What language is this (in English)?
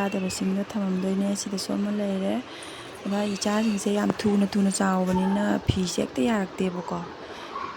Manipuri